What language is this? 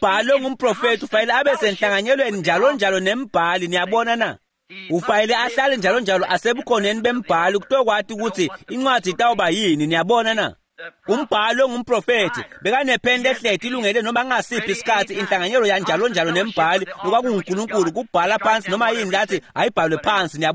Swati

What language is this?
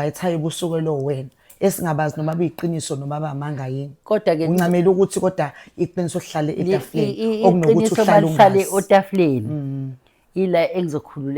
Zulu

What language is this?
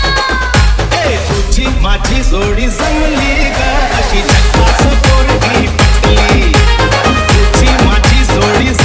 Marathi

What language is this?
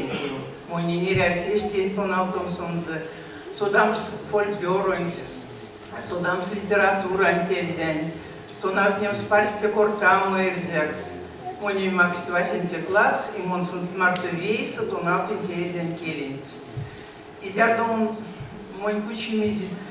Erzya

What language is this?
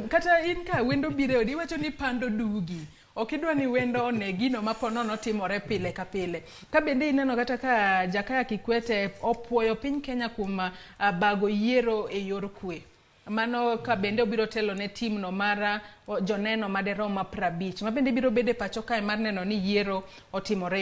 Luo (Kenya and Tanzania)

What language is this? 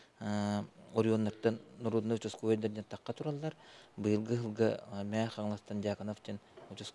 Yakut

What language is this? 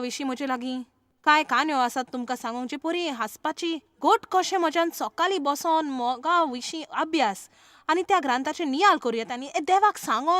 Konkani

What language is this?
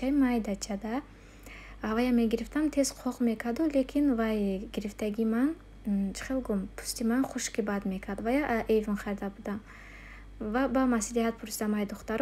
Tajik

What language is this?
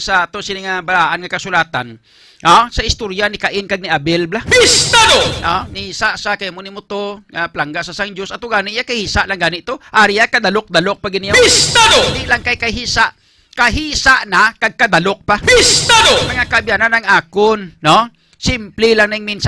Hiligaynon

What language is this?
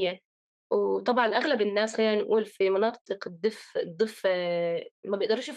North Levantine Arabic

